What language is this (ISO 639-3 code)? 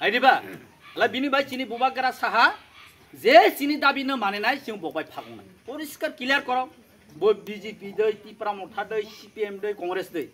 trp